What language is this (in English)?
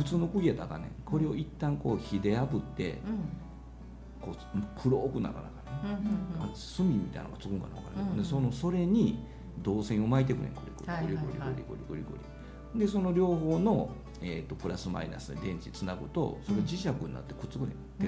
Japanese